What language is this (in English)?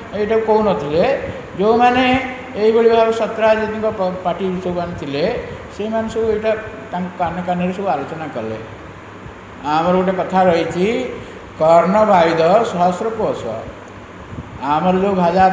Odia